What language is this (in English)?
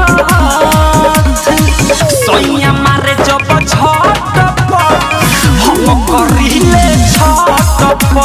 Bhojpuri